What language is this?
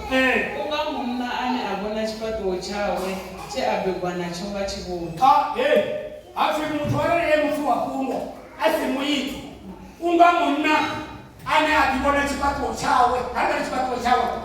Venda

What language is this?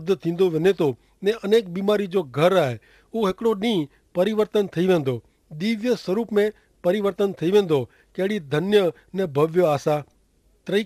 Kachhi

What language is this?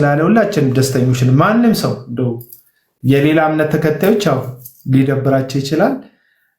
Amharic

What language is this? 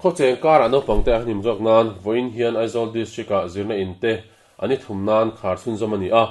Mizo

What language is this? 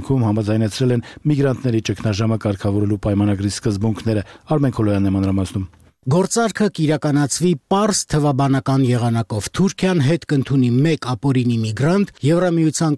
Armenian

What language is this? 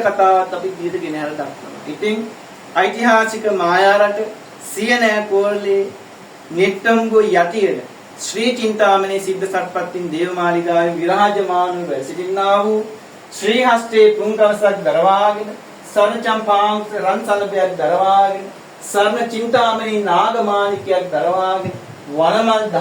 Sinhala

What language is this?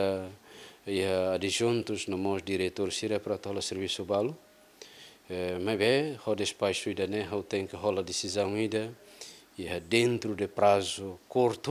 Tetum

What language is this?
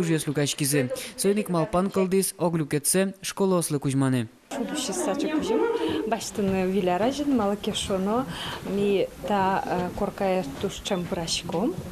Udmurt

